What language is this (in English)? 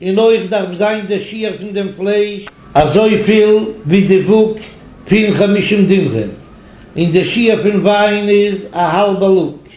Yiddish